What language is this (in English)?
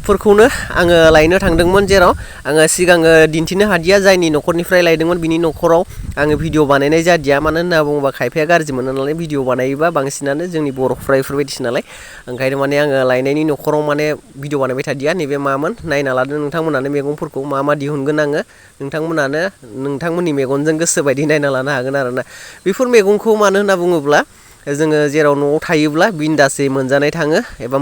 Bodo